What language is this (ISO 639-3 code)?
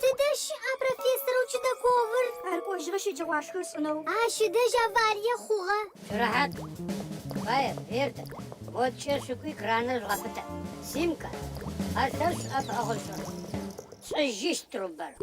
ady